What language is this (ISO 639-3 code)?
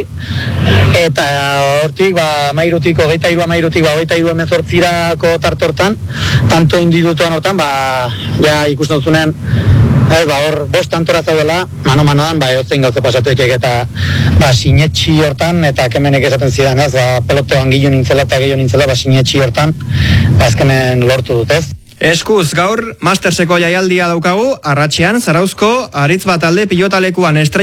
eus